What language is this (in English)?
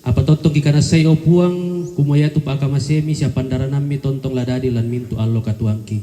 Toraja-Sa'dan